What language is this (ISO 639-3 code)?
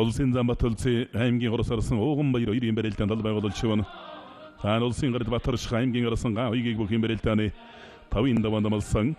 mon